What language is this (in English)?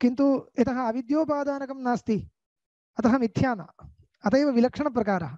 Sanskrit